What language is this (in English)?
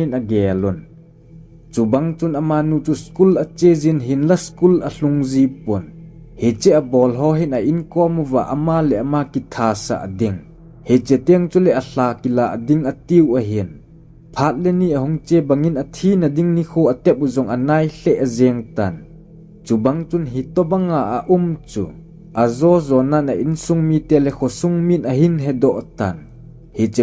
Thado Chin